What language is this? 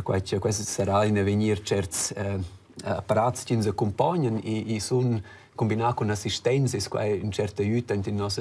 Romansh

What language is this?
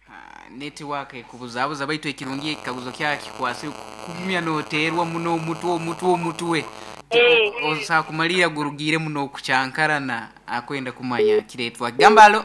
Nyoro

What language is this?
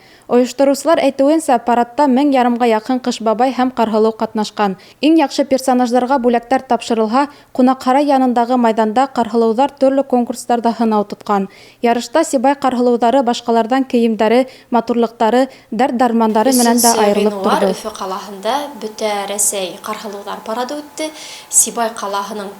Bashkir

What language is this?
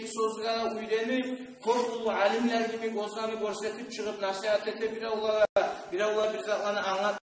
Kumyk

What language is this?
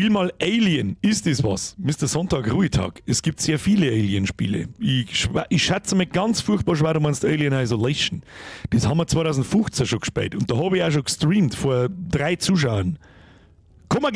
Bavarian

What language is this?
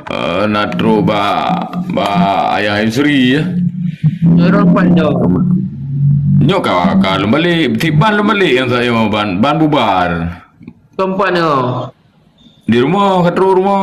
Malay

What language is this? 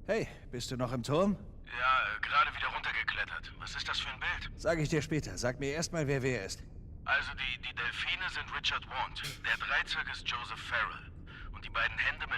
Bavarian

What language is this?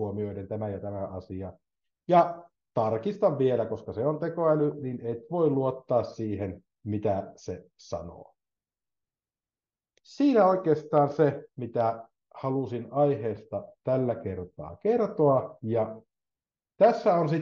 Finnish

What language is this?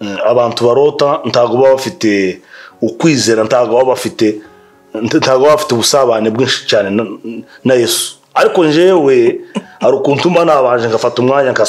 Kinyarwanda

